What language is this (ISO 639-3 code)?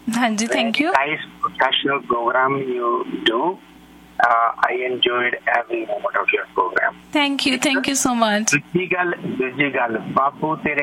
pan